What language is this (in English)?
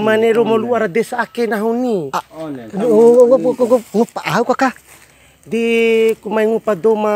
Bima